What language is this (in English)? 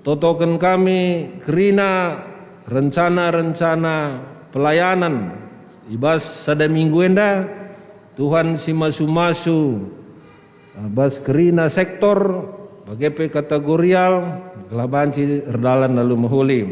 Batak Karo